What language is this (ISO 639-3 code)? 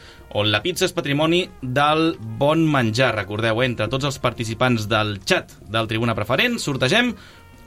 cat